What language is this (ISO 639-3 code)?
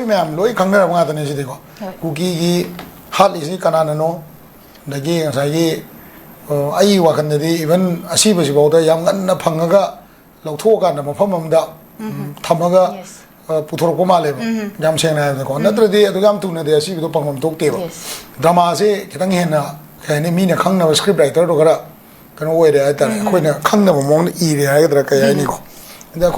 mni